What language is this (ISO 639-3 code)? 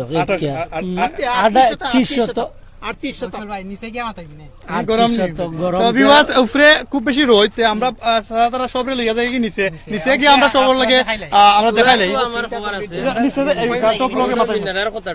syl